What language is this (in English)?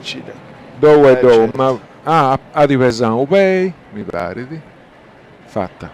Sardinian